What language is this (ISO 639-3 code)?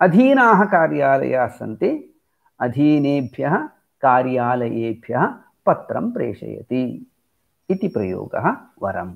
san